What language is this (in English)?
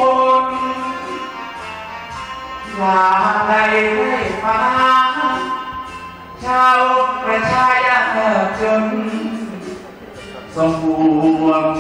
Thai